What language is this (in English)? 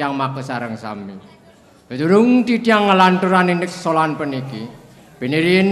Balinese